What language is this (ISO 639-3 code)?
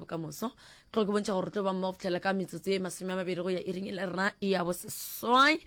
nso